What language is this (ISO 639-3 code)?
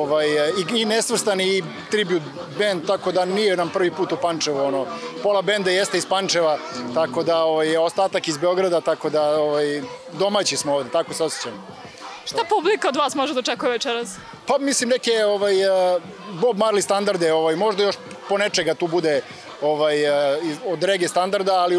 srp